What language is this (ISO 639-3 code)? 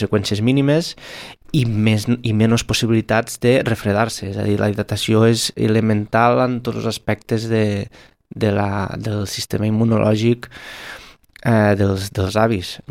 cat